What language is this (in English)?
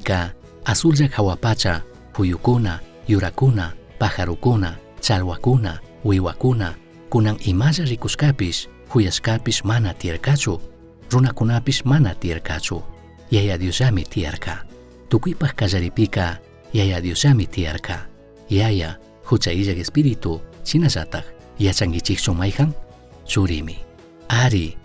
Chimborazo Highland Quichua